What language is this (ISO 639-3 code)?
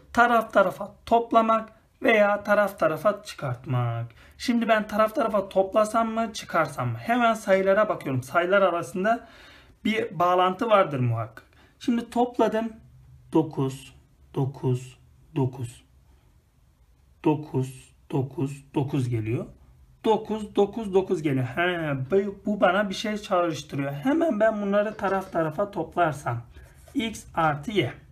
tur